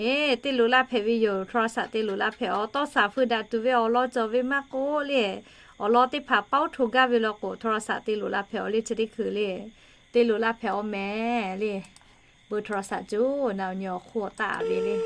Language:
Lahu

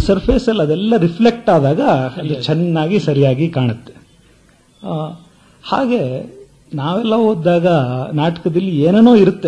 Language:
Kannada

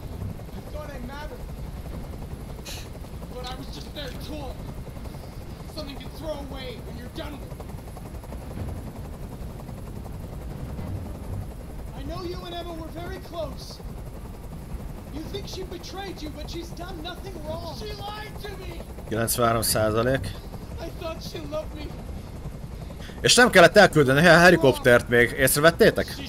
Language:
Hungarian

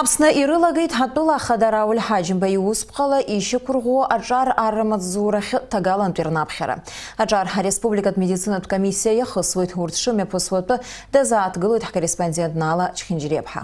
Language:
Abkhazian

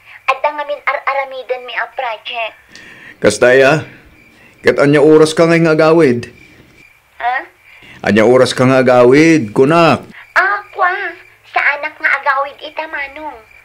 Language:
Iloko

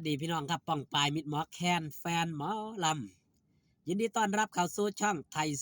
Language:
Northeastern Thai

